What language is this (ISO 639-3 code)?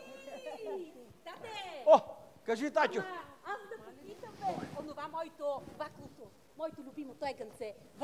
bul